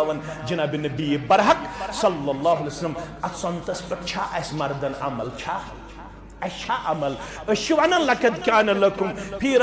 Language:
Kashmiri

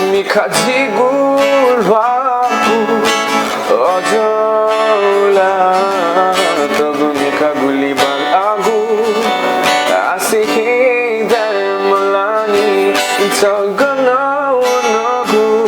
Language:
Newari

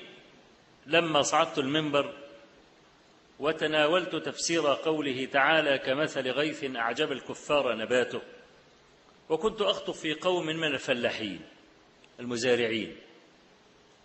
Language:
Arabic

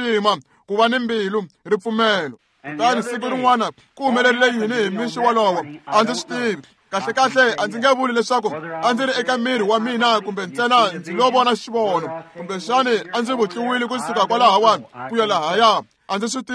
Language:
Tsonga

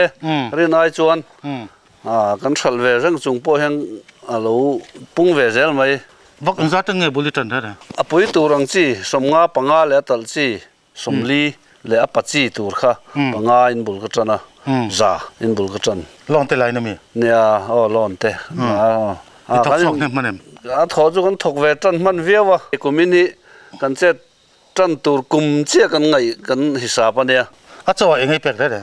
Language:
Mizo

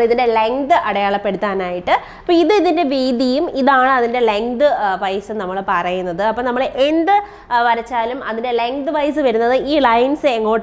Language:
Malayalam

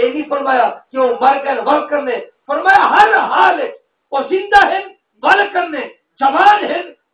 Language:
Saraiki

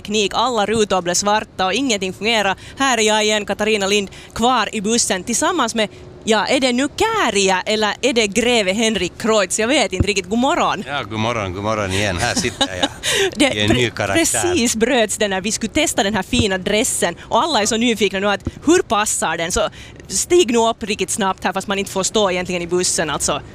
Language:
Swedish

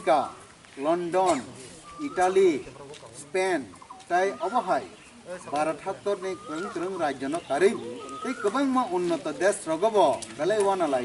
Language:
Kok Borok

